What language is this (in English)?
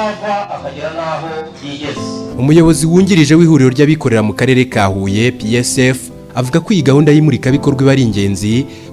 Kinyarwanda